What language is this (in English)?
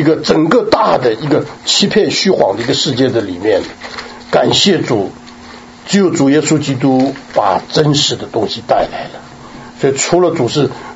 Chinese